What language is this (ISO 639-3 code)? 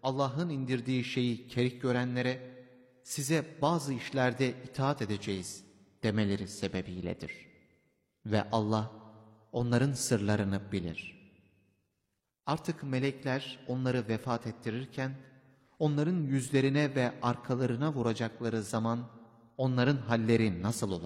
tur